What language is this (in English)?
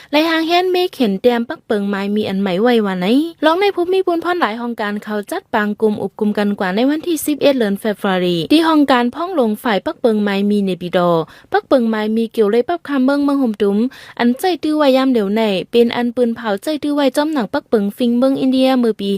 Shan